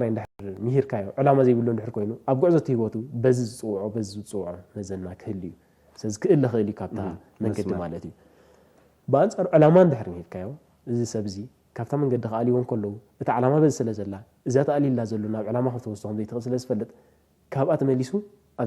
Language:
Tigrinya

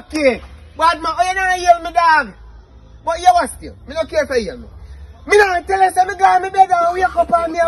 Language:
Jamaican Creole English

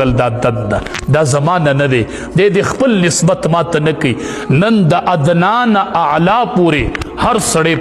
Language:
Pashto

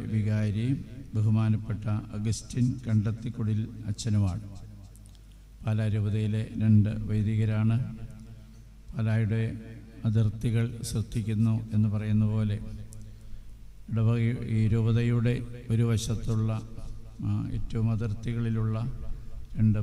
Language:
Malayalam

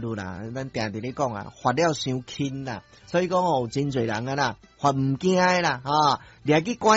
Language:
Min Nan Chinese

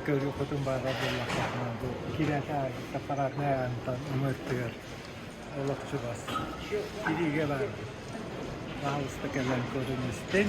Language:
Yakut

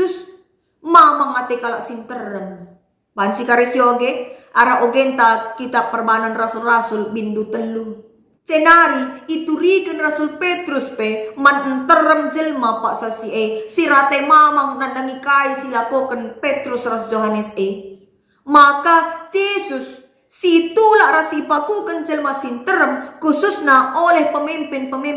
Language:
Batak Karo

